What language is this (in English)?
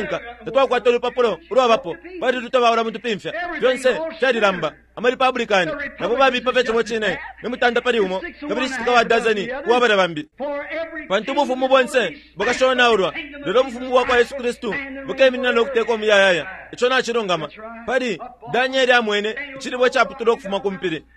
Bemba